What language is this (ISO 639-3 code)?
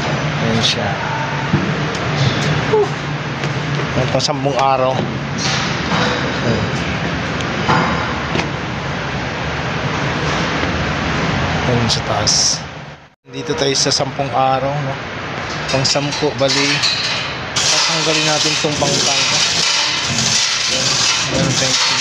fil